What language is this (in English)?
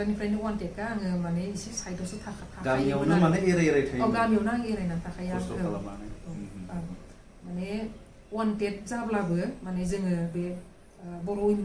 Bodo